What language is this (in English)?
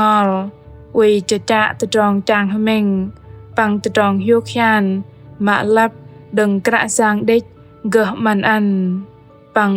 Bahnar